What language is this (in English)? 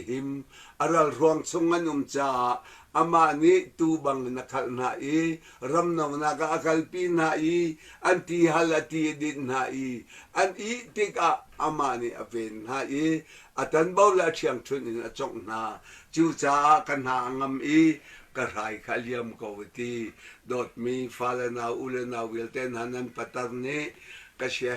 Hakha Chin